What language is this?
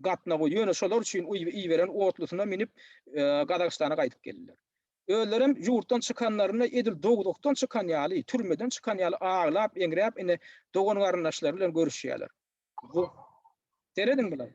Turkmen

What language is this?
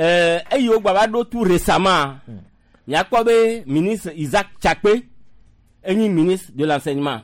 Gen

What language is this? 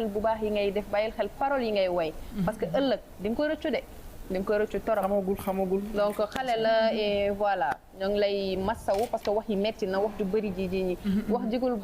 Wolof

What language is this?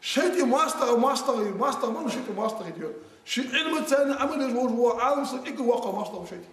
Ingush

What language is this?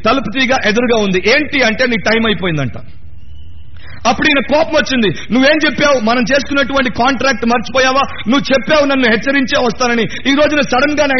Telugu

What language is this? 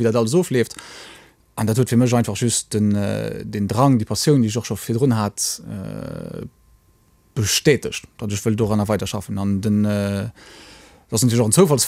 Luxembourgish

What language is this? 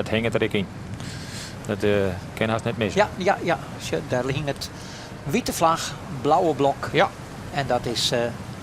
Western Frisian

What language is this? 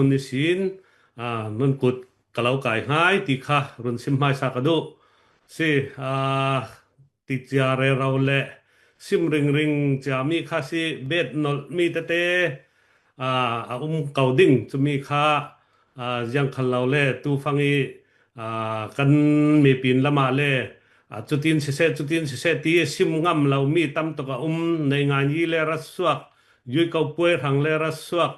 Falam Chin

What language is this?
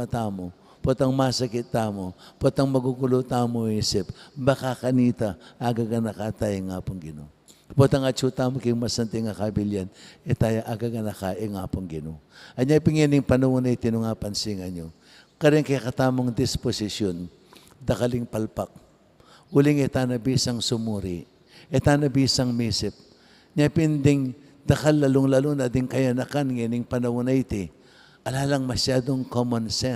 Pampanga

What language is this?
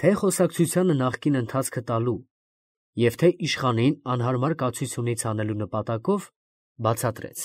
Armenian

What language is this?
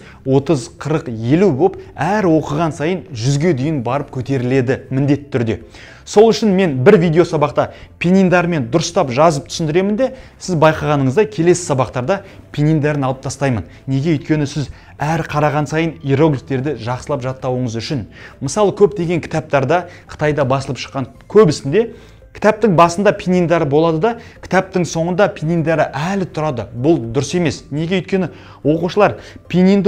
Kazakh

